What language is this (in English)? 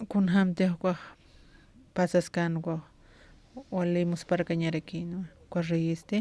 Aymara